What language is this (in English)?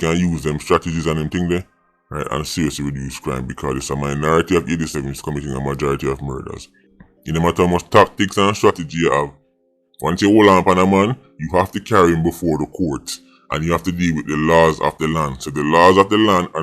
Jamaican Creole English